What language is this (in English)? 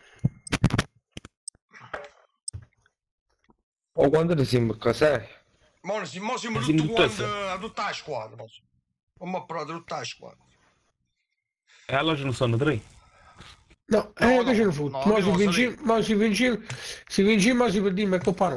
Italian